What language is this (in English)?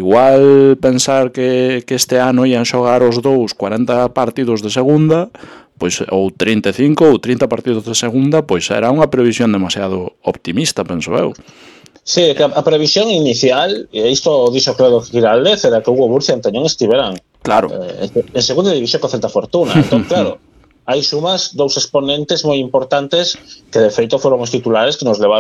Galician